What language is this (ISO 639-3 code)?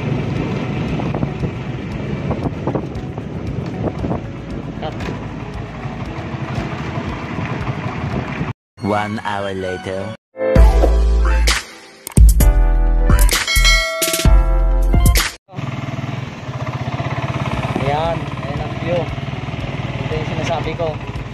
fil